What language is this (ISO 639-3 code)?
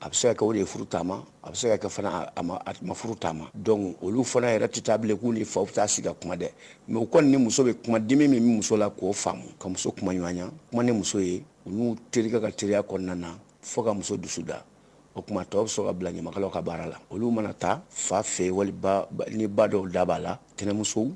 bam